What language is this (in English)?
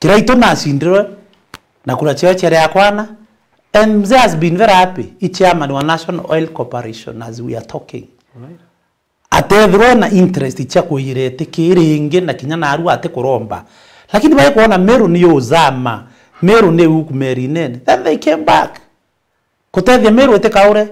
Meru